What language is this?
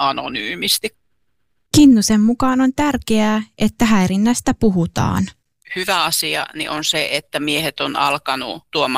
Finnish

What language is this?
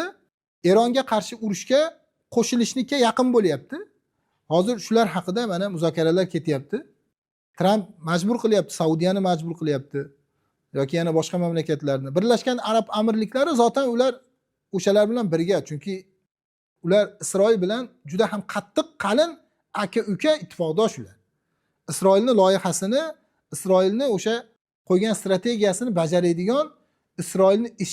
Uzbek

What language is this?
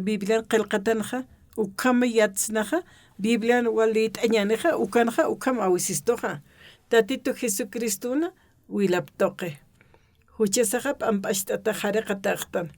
Aymara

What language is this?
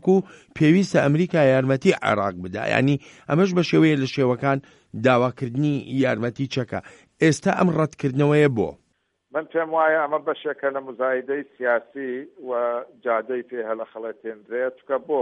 Central Kurdish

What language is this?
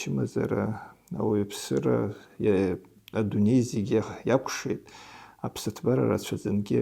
Abkhazian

